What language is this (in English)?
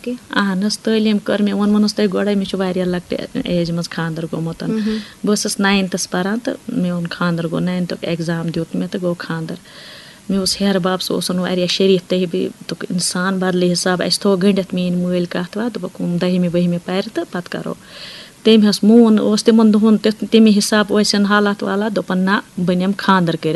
Kashmiri